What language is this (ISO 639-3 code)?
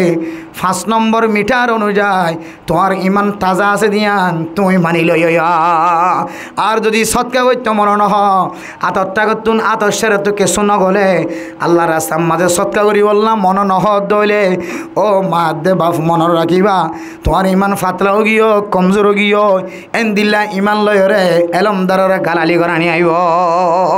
rhg